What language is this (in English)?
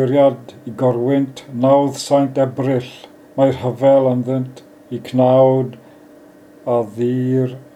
Welsh